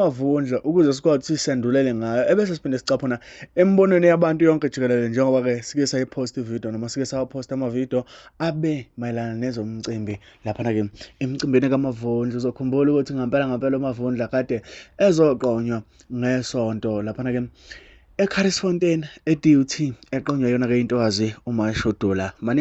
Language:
Zulu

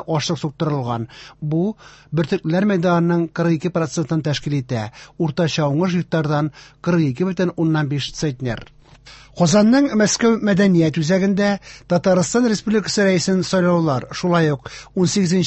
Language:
Tatar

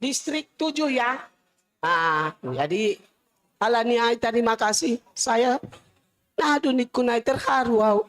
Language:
Batak Simalungun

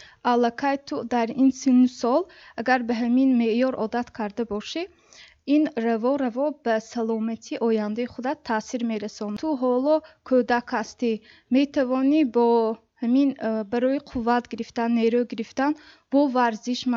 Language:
Tajik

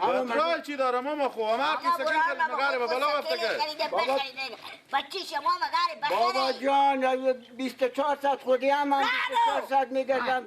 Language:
Persian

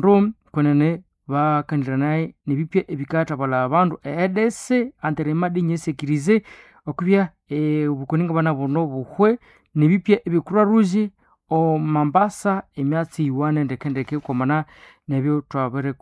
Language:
Nande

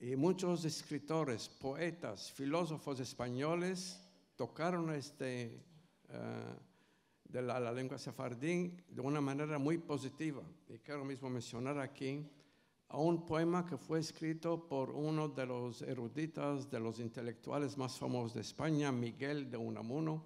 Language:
Ladino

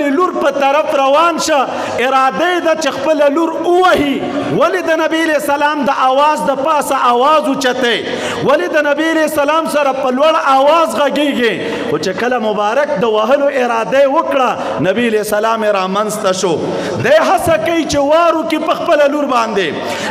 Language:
Pashto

